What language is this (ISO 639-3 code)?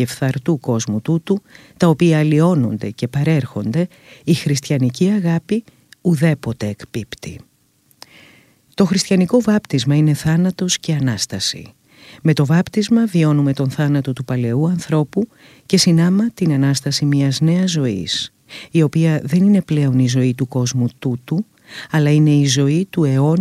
ell